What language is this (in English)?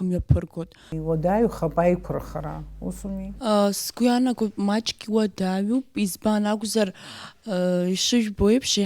Abkhazian